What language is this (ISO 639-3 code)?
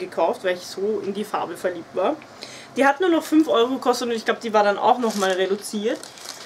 deu